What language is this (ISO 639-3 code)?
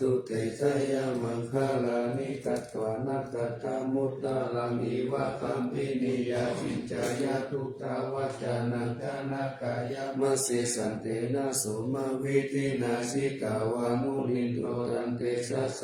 pli